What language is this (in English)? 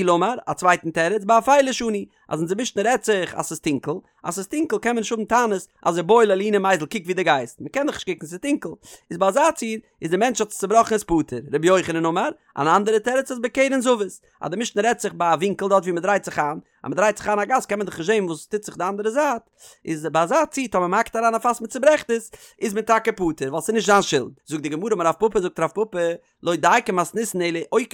Yiddish